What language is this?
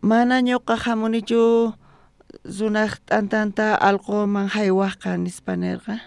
South Bolivian Quechua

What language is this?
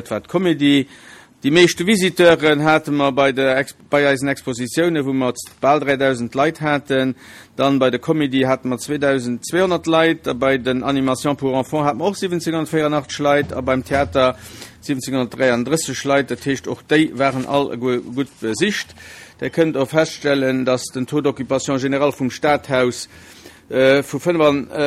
Luxembourgish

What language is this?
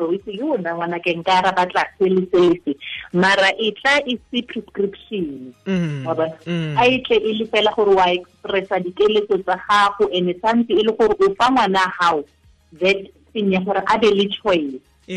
Tswana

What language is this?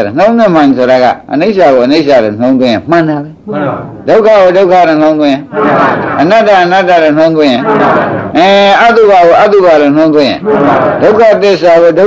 Burmese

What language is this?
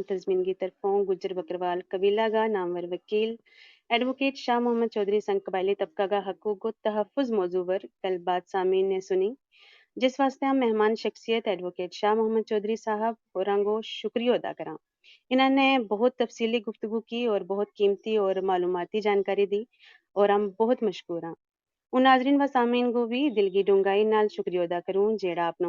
Gujari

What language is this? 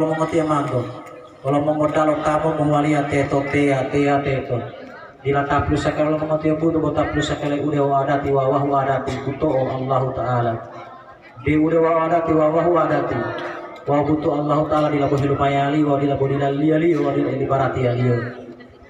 Gorontalo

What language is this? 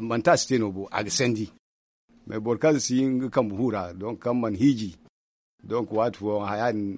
Zarma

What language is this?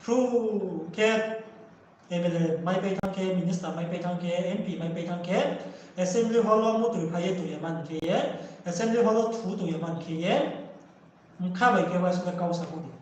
Riang (India)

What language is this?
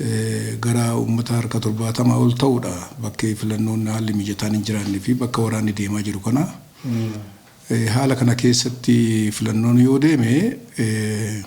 Oromo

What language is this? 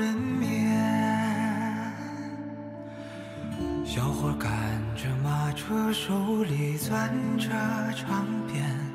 Chinese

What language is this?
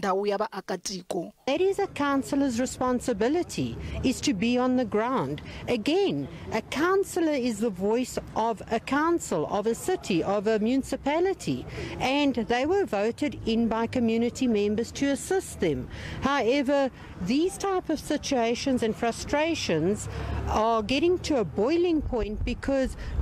Tsonga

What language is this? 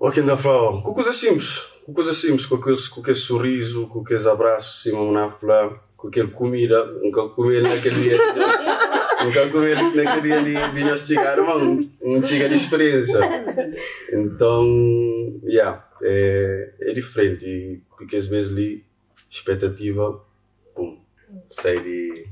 Kabuverdianu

